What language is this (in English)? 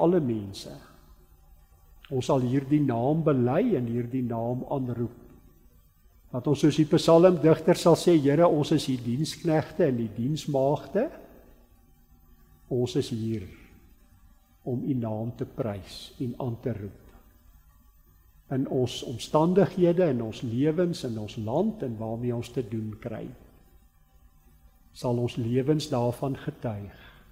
Afrikaans